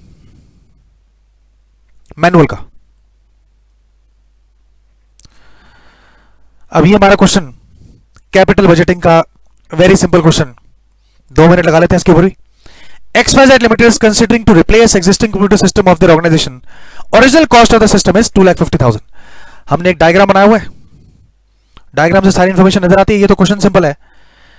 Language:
Hindi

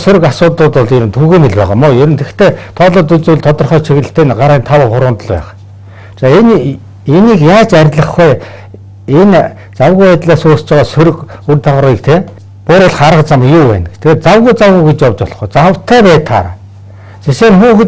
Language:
Mongolian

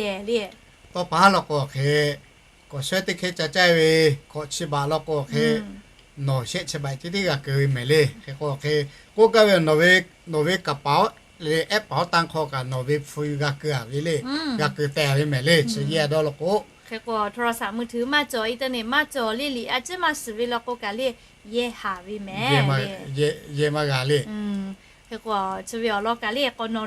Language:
Lahu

